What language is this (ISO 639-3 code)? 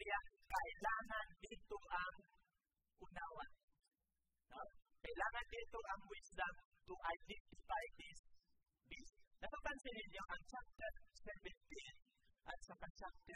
fil